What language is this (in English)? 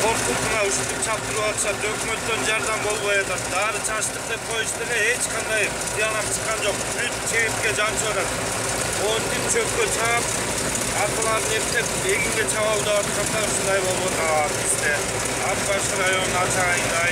Kyrgyz